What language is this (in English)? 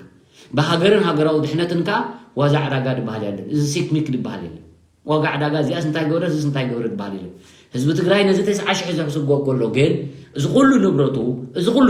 Tigrinya